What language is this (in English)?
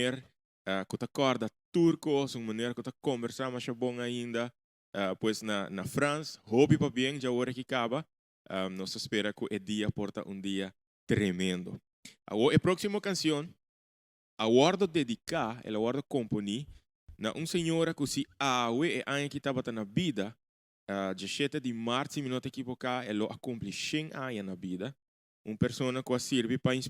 Papiamento